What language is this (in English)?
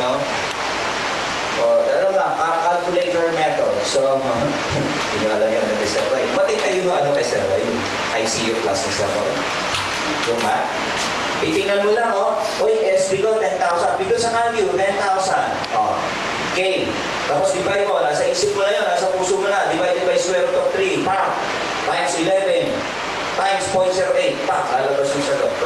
Filipino